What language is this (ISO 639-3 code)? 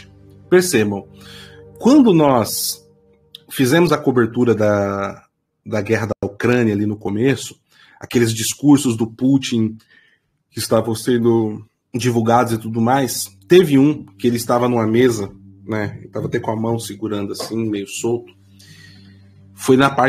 por